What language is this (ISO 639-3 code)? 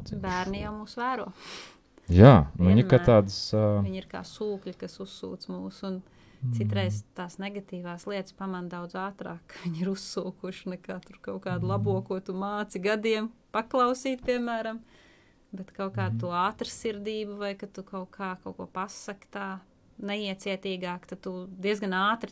lav